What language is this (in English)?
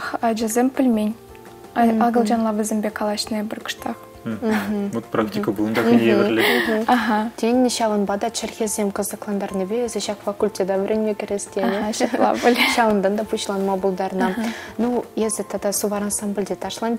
Chuvash